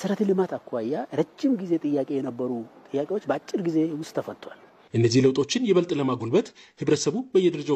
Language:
Amharic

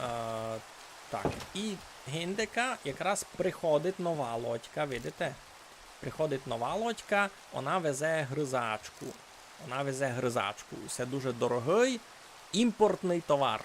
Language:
Rusyn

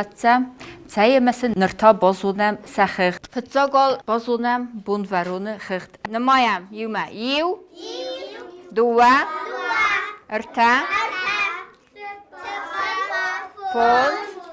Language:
Ossetic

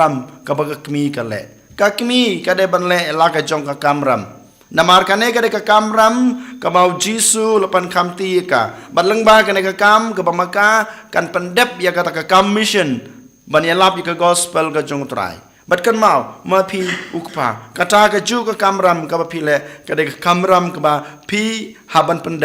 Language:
Khasi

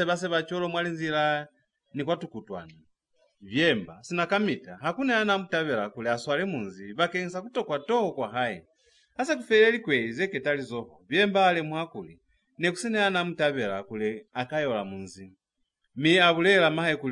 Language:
Lozi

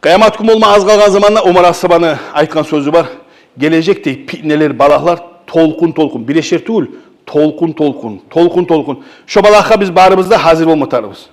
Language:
Kumyk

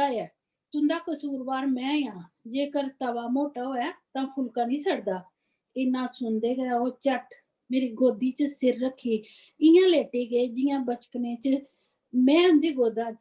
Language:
Dogri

